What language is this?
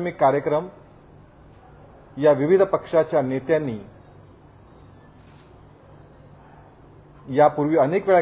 Marathi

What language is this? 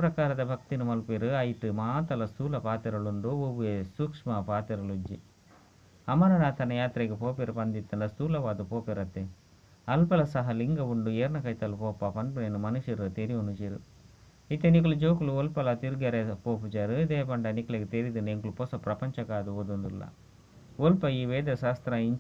Tulu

